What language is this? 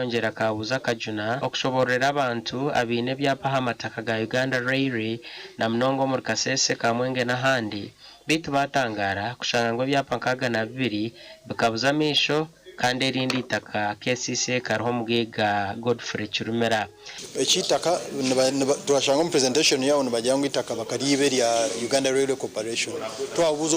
Nyankole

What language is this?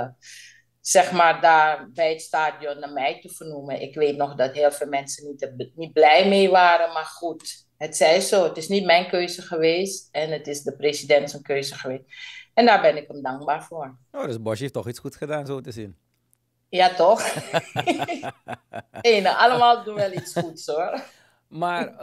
Dutch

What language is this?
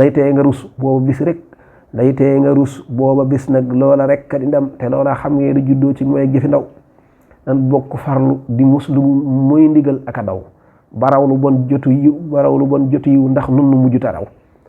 Wolof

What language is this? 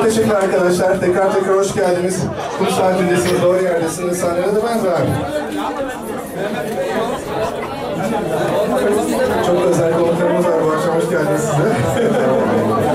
Turkish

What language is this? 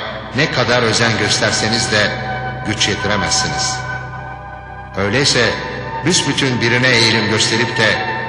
Turkish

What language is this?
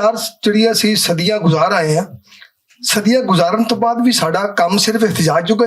Western Panjabi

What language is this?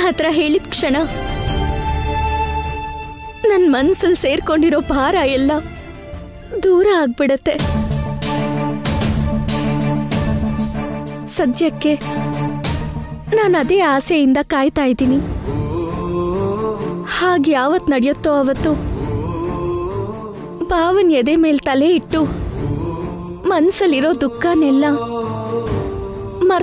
Kannada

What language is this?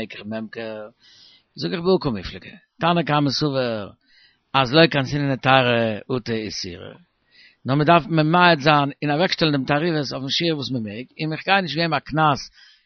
Yiddish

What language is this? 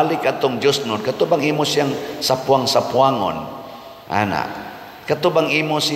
Cebuano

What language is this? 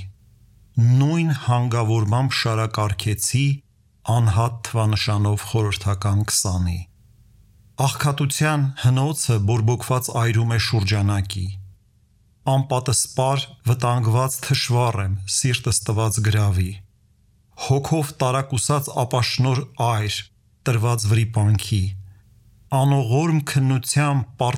Armenian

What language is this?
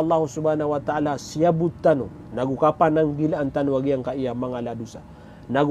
Maranao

